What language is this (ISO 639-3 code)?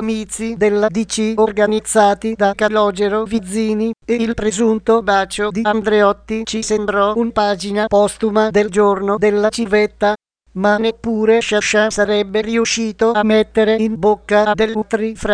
ita